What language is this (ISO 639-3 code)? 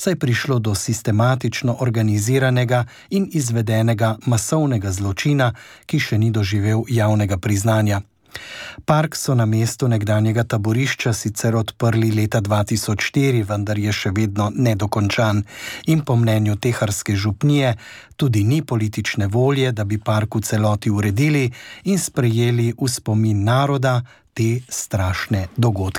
slv